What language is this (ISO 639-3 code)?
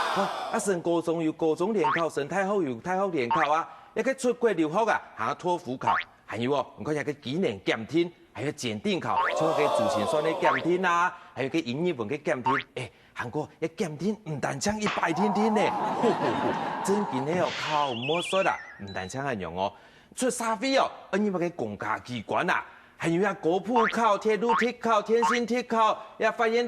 hak